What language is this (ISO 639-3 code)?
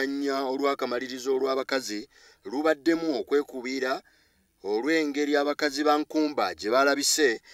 lug